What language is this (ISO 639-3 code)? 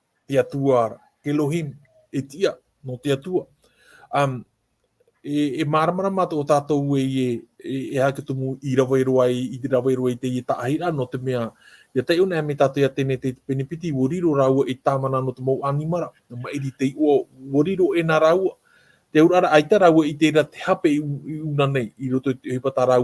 tah